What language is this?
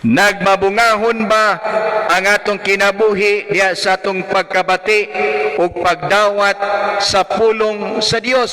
Cebuano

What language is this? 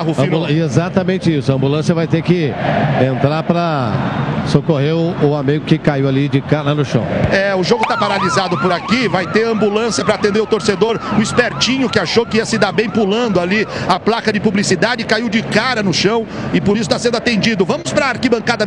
Portuguese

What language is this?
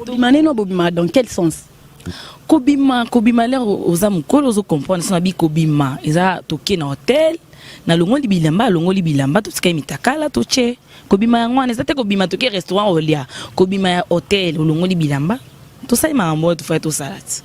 Lingala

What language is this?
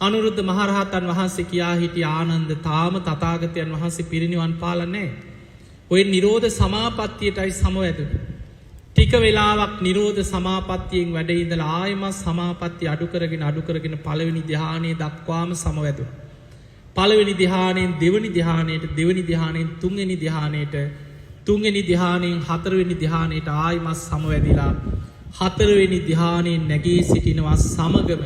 Sinhala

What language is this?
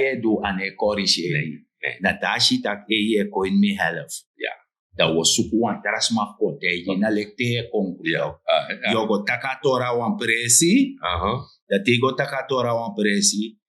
Sranan Tongo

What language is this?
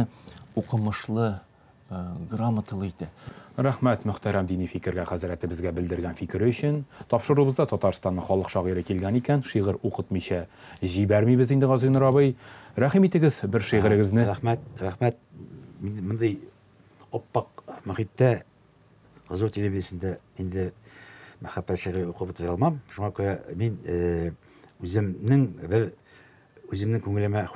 Tatar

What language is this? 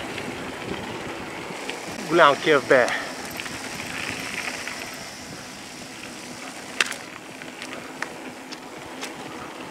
Bulgarian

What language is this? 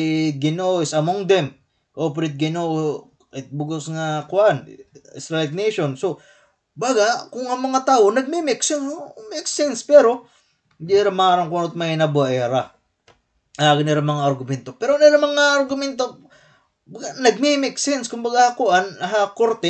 Waray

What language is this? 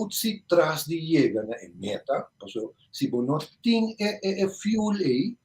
Papiamento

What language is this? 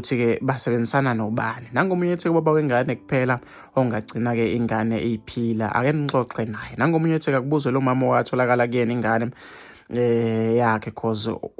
Zulu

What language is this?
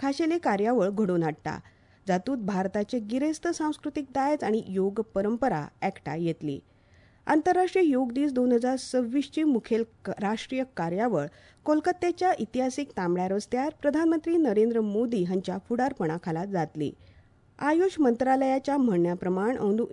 Konkani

